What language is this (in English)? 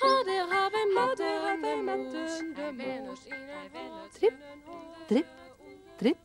Western Frisian